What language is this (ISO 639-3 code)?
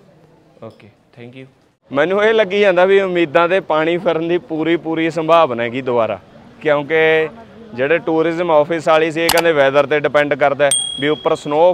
pan